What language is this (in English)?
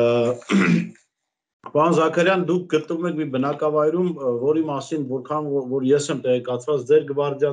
Armenian